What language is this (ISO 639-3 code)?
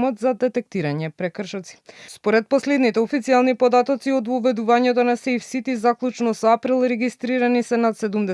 mkd